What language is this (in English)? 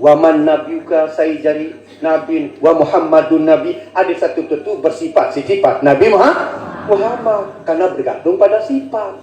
Sasak